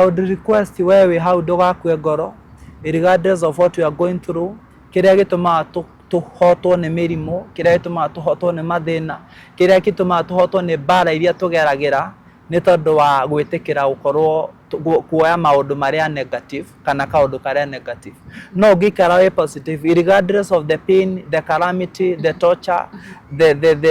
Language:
Kikuyu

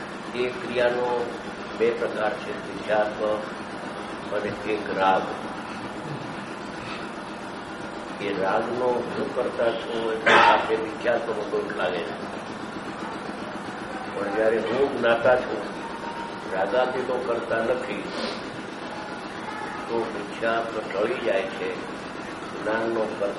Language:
Gujarati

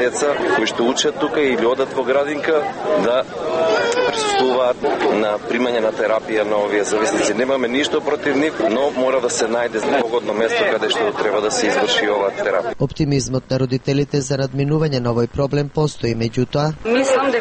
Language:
Macedonian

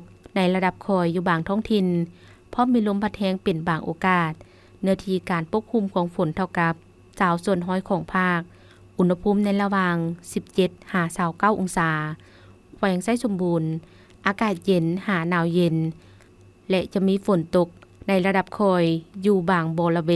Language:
Lao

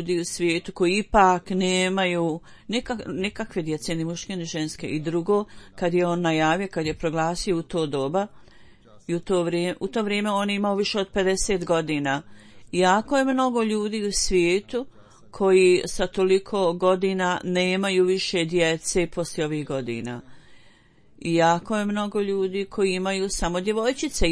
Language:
Bosnian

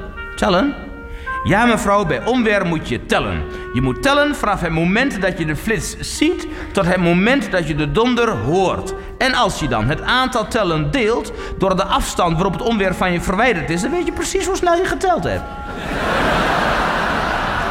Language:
Dutch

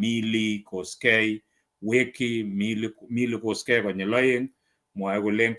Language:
Kalenjin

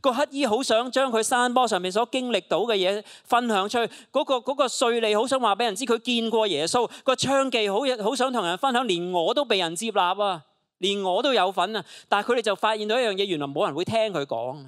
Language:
Cantonese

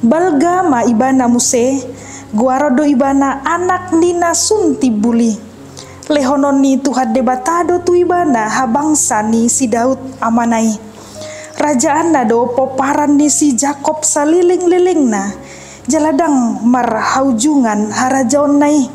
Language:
Batak Toba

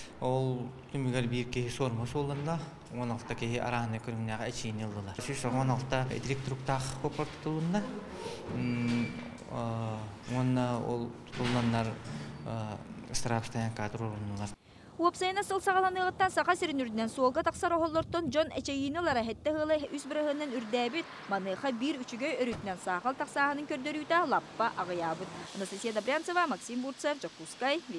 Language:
Yakut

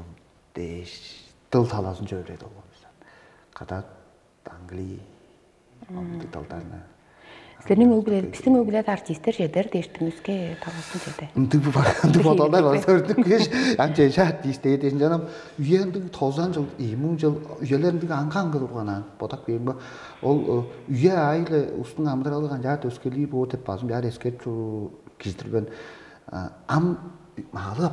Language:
Tuvinian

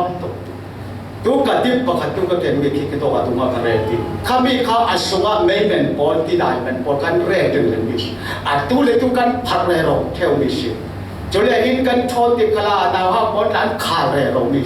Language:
Falam Chin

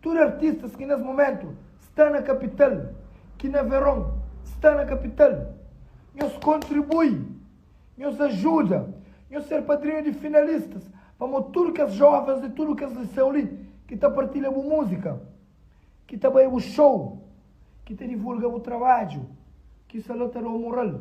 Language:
Kabuverdianu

